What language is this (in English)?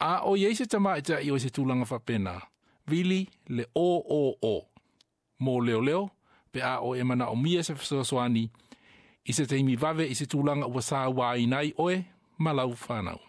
Samoan